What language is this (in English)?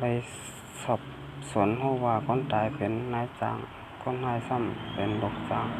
Shan